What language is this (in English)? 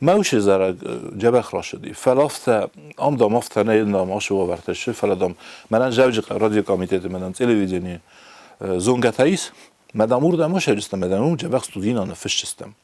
Ossetic